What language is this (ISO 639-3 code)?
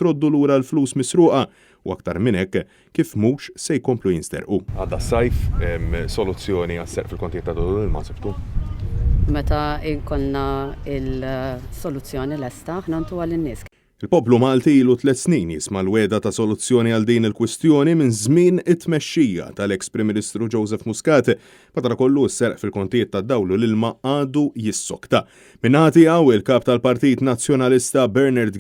mlt